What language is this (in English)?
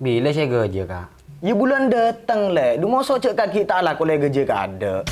Madurese